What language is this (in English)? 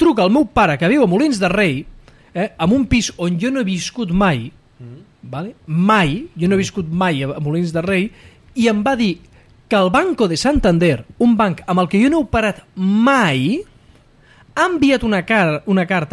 Catalan